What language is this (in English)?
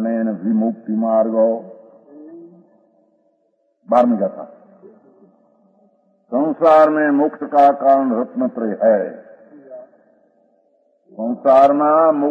Gujarati